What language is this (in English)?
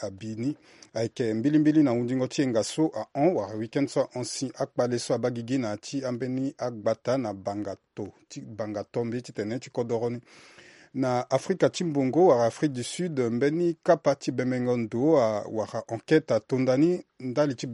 Sango